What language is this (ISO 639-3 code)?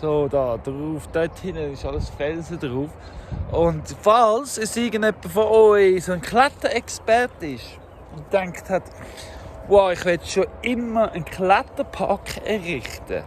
gsw